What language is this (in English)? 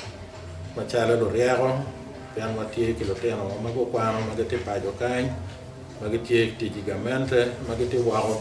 Acoli